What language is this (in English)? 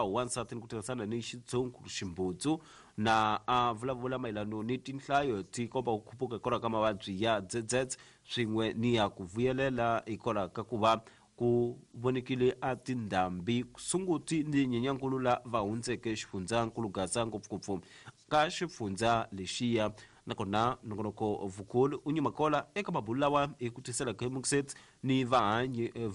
Tsonga